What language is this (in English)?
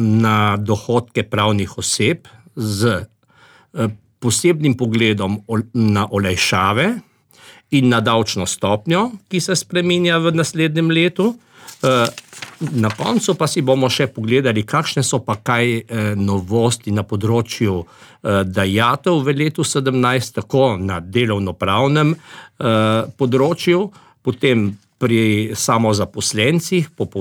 Slovenian